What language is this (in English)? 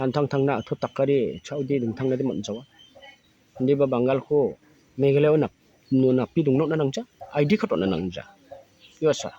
Garo